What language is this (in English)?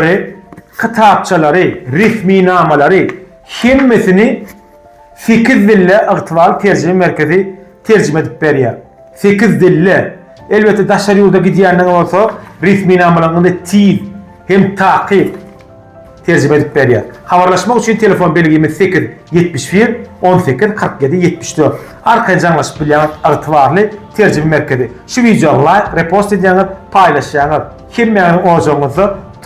Turkmen